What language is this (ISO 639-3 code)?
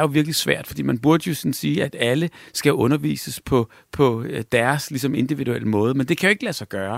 dan